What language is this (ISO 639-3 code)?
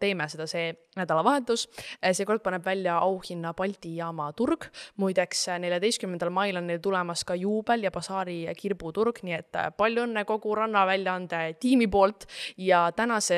est